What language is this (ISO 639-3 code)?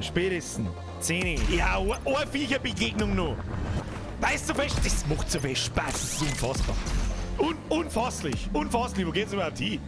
bar